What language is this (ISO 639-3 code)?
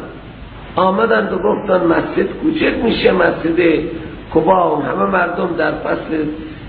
fas